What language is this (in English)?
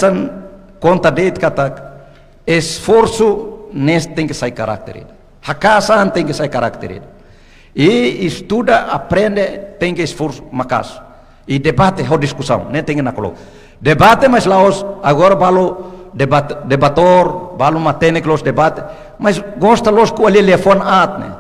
Tetum